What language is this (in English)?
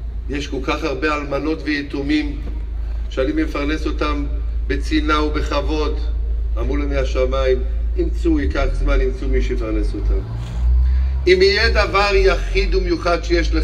Hebrew